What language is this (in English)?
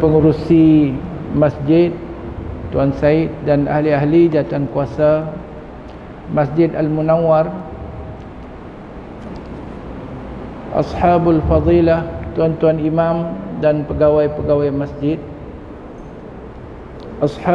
Malay